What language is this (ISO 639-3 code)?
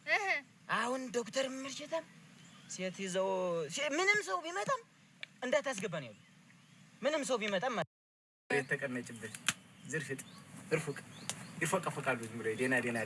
amh